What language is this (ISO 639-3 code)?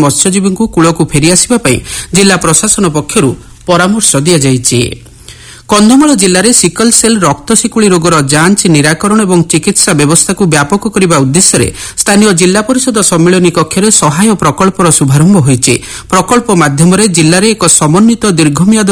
ori